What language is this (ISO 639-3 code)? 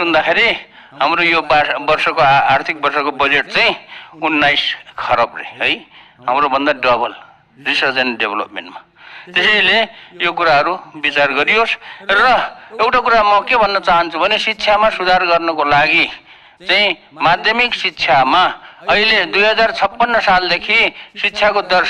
nep